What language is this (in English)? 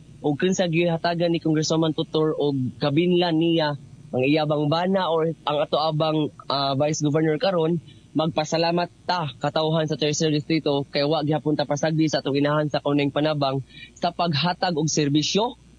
Cebuano